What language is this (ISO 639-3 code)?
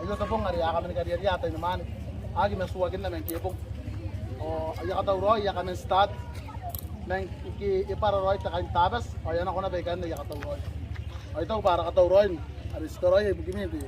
gil